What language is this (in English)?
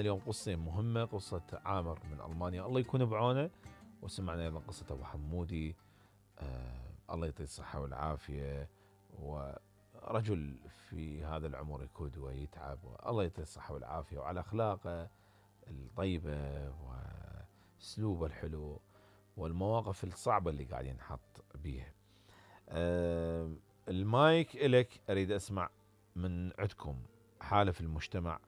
Mesopotamian Arabic